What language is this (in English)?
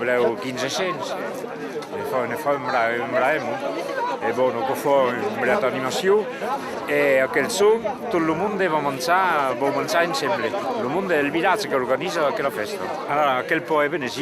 Occitan